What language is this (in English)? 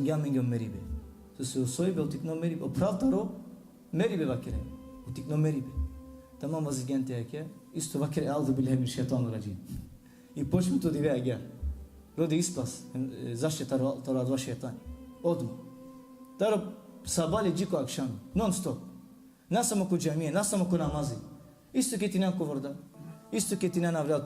Balkan Romani